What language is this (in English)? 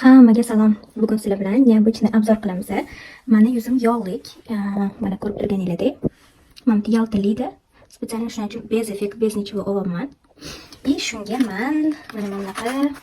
Uzbek